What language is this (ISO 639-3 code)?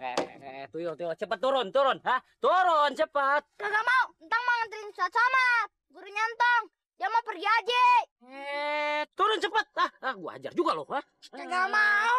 bew